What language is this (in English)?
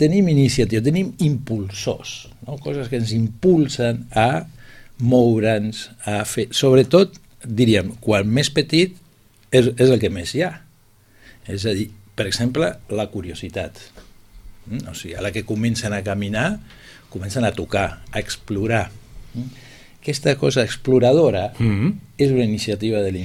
Catalan